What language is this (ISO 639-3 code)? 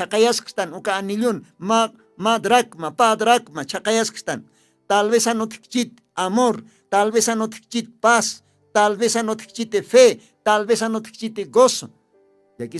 aym